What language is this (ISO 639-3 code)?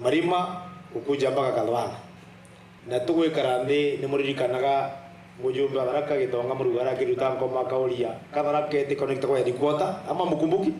mer